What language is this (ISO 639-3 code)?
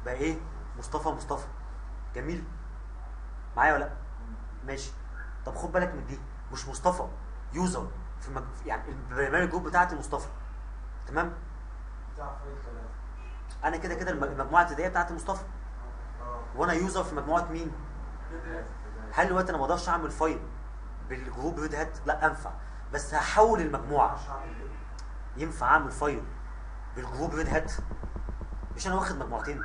arz